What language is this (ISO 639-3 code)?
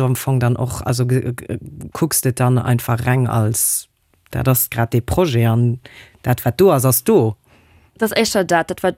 ltz